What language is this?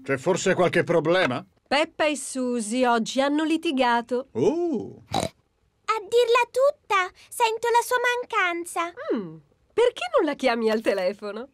Italian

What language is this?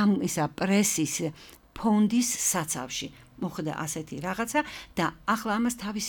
Georgian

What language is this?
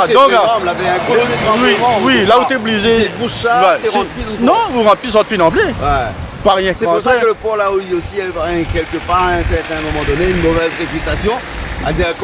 Réunion Creole French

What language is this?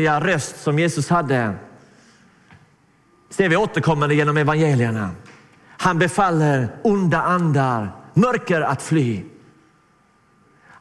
Swedish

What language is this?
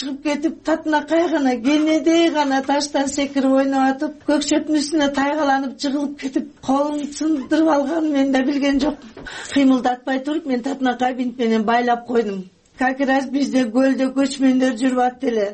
Kyrgyz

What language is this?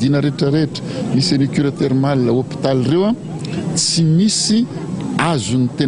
Malagasy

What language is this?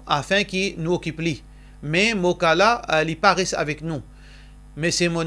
Morisyen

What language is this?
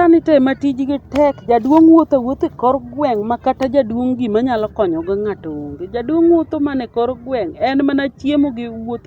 Luo (Kenya and Tanzania)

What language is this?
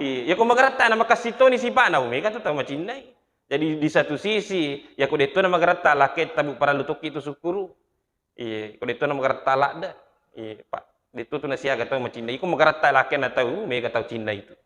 Buginese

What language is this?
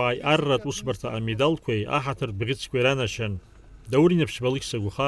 Abkhazian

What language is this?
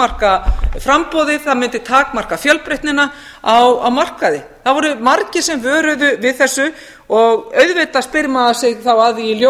Icelandic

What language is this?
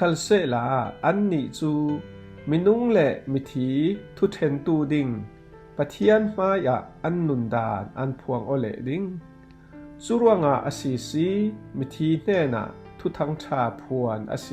Falam Chin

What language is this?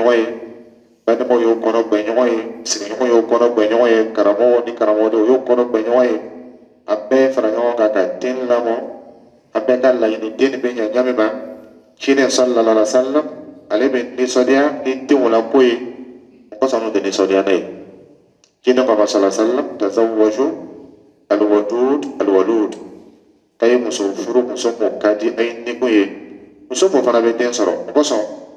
Dyula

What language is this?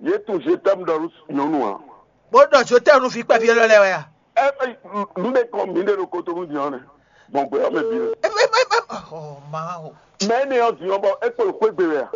Fon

